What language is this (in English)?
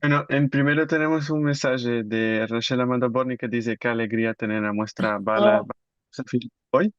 Ladino